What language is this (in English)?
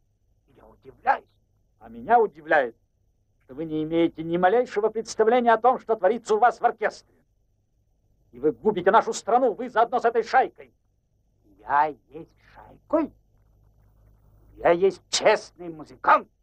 Russian